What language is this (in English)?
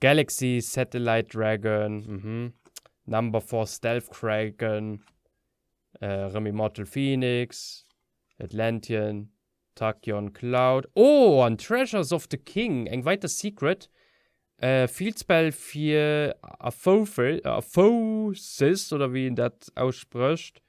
Luxembourgish